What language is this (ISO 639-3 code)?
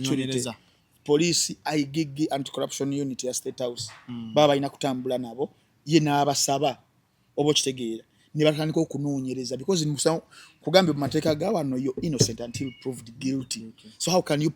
lug